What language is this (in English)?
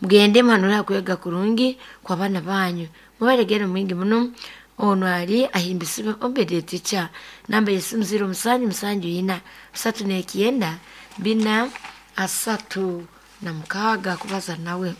Nyoro